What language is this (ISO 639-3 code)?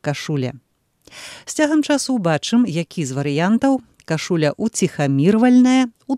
bel